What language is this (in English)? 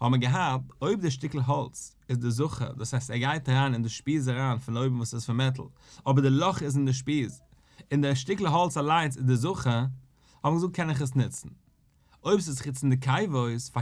Yiddish